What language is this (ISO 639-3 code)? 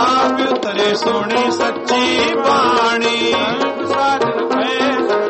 pan